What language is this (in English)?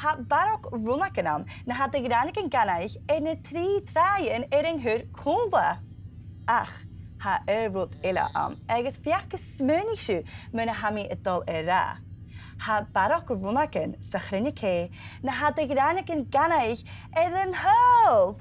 Scottish Gaelic